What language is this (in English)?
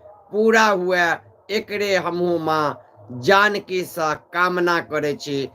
Maithili